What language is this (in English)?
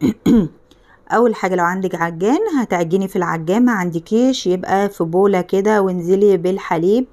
Egyptian Arabic